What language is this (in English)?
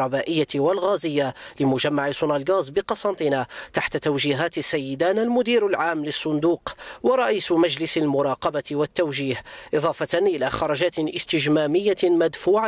Arabic